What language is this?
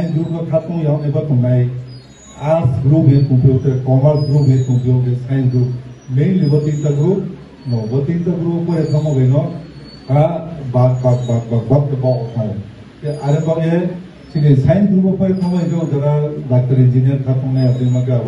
Riang (India)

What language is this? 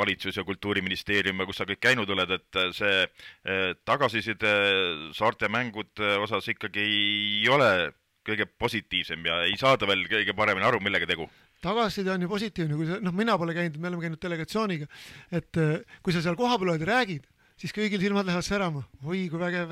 Estonian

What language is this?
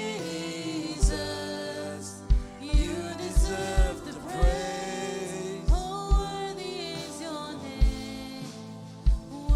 Marshallese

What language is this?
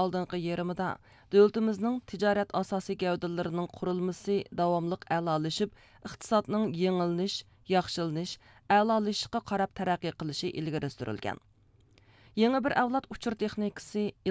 Uyghur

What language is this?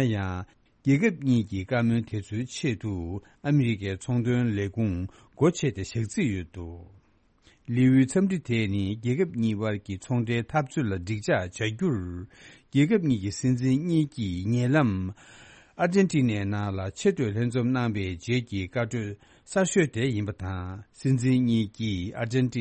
Tibetan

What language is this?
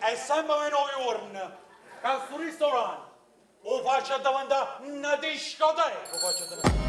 Neapolitan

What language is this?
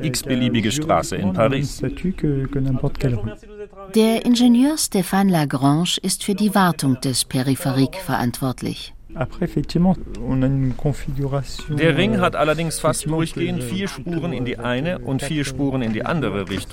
German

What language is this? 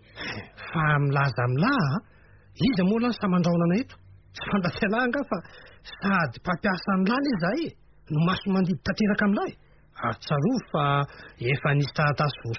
Malagasy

